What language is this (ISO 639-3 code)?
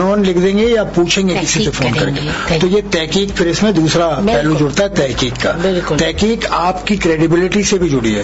urd